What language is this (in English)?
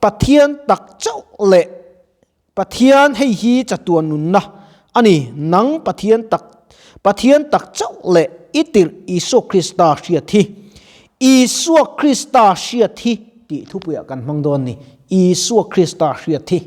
Mizo